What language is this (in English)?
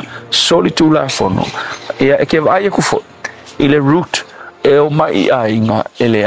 Samoan